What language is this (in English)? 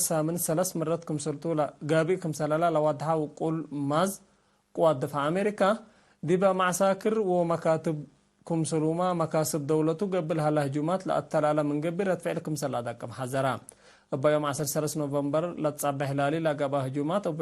Tigre